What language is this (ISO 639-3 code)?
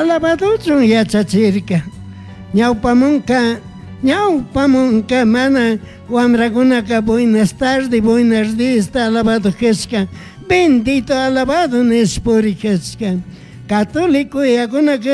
qug